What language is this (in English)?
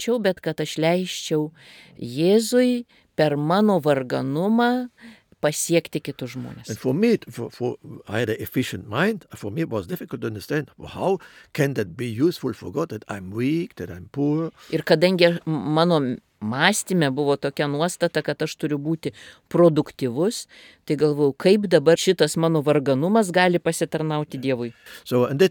Lithuanian